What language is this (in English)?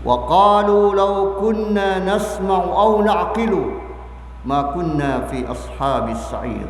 Maranao